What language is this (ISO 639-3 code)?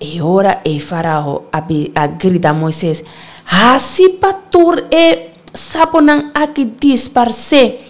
pap